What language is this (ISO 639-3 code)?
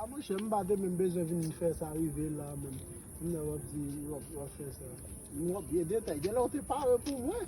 hat